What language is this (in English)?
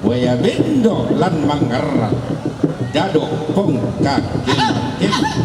Toraja-Sa'dan